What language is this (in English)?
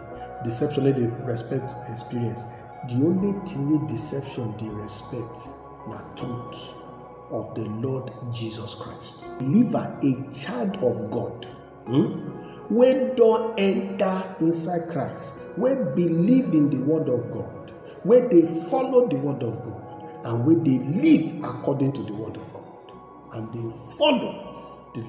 Nigerian Pidgin